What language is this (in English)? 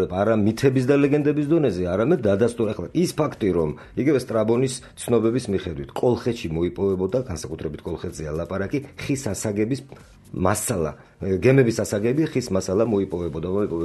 Georgian